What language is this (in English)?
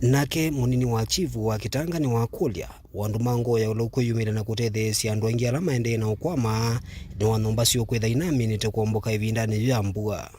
Kamba